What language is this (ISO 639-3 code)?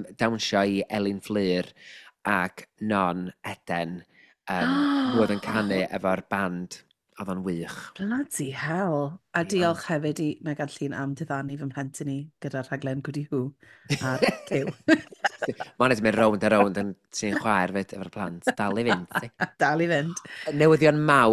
cym